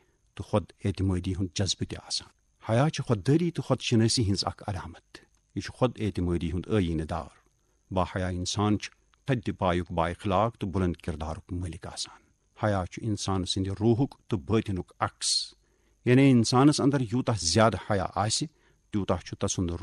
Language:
Kashmiri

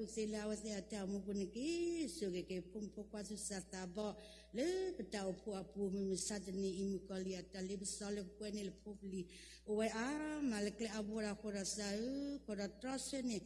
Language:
S'gaw Karen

